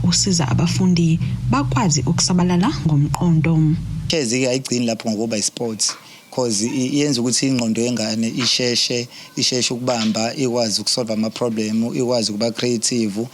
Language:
Zulu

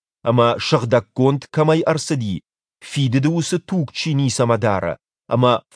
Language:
Ossetic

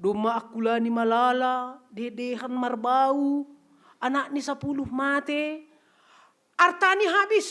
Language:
Batak Simalungun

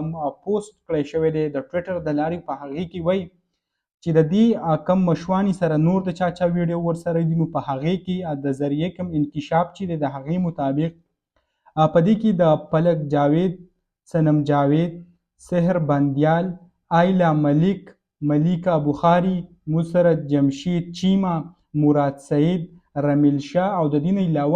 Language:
Pashto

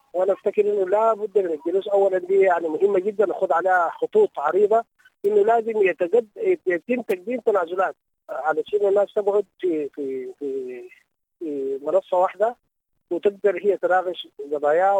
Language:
Sudanese Arabic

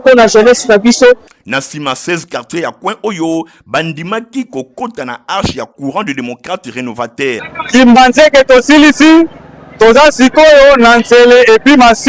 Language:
Lingala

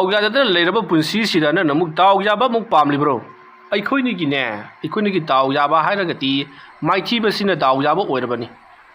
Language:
Manipuri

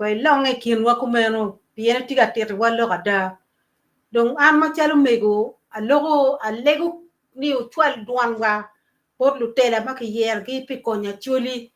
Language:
Acoli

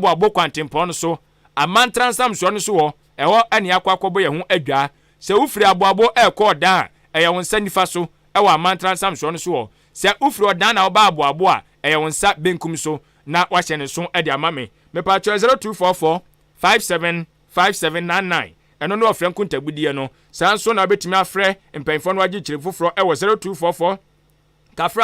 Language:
Akan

